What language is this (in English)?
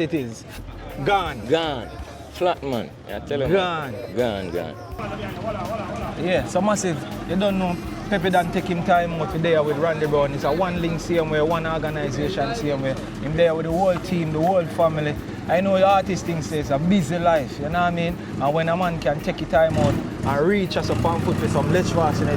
Jamaican Creole English